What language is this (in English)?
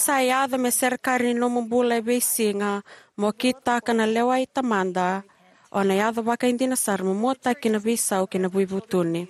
Fijian